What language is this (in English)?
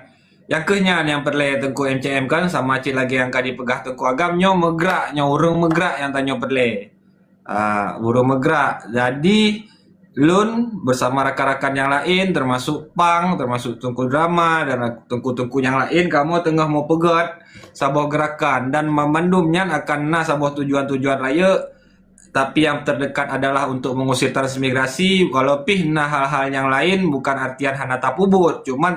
Achinese